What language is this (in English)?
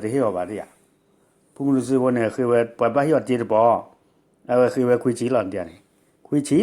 S'gaw Karen